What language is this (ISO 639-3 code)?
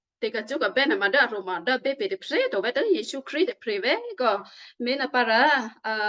kyu